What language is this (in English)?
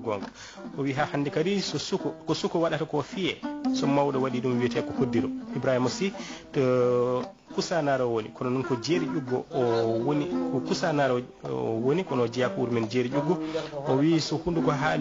Fula